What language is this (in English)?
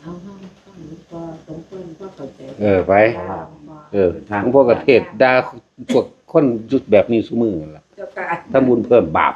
Northeastern Thai